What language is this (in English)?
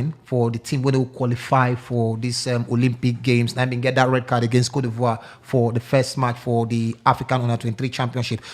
Nigerian Pidgin